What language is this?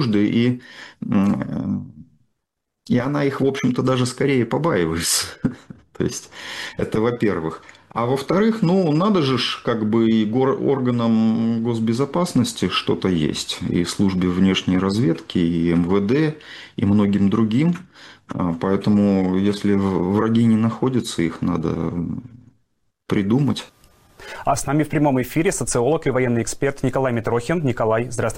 Russian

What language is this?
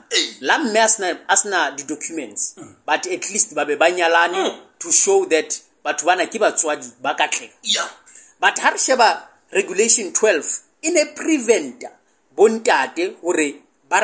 Southern Sotho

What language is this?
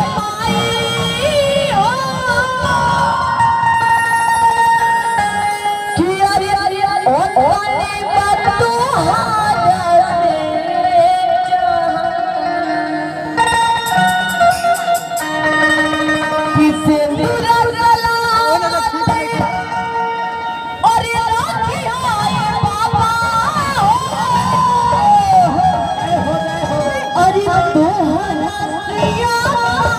Bhojpuri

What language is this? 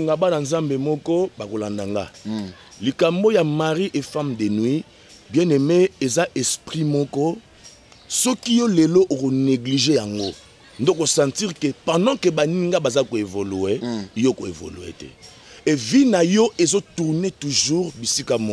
Lingala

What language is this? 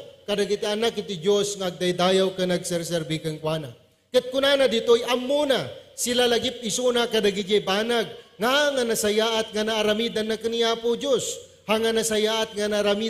Iloko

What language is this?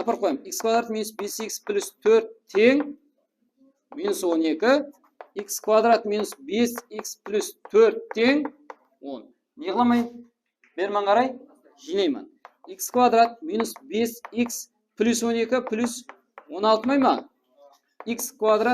Kara-Kalpak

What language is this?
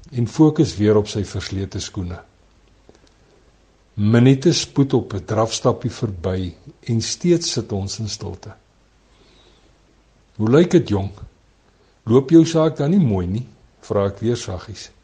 Afrikaans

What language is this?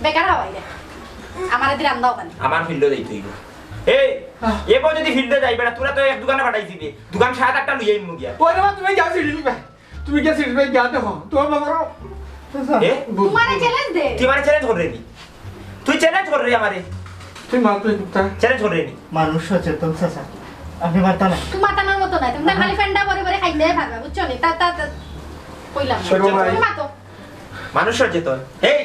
Sylheti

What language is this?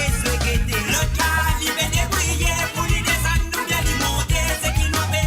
Morisyen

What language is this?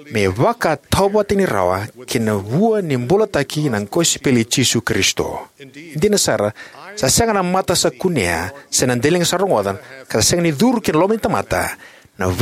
Fijian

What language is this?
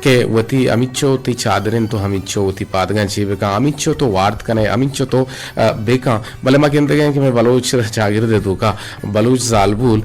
Eastern Balochi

